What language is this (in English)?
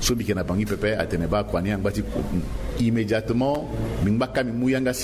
Sango